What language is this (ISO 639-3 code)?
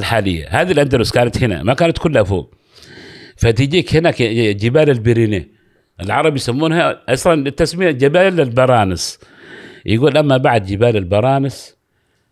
afb